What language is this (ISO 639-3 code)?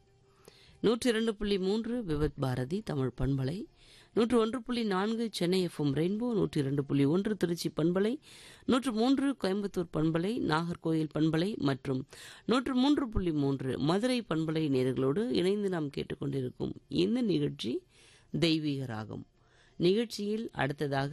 tam